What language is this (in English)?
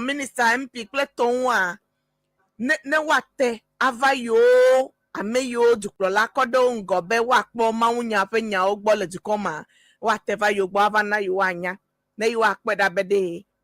Ewe